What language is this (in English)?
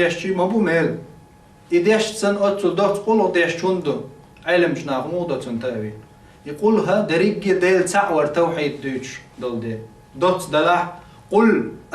Chechen